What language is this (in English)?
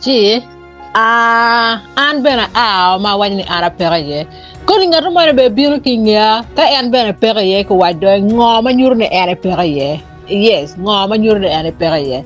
Acoli